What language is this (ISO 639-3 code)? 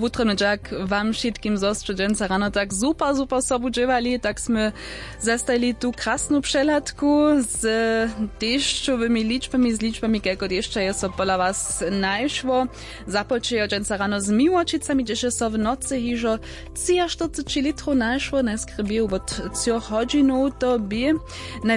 hsb